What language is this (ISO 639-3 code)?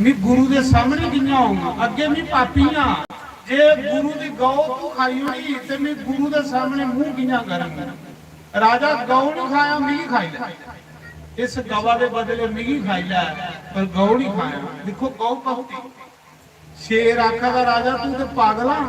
doi